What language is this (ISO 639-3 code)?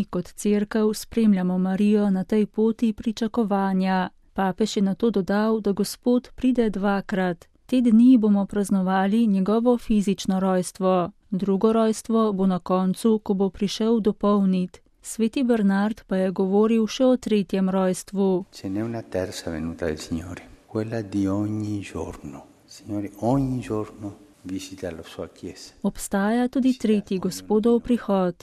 slv